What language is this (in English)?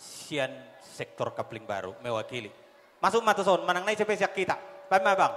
Batak Toba